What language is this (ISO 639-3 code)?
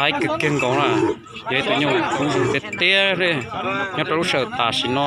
hmn